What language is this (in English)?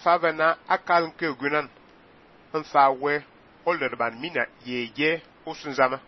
Fang